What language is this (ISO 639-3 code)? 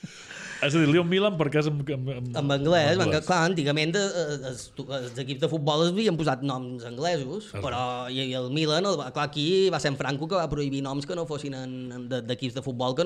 cat